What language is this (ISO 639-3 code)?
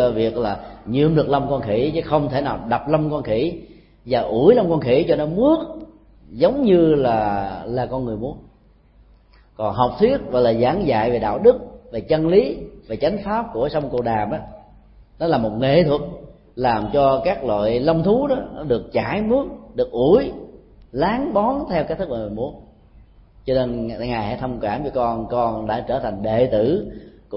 vie